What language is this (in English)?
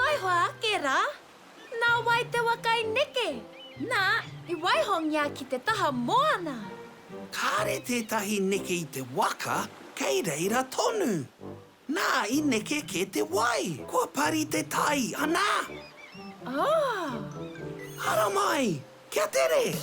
Māori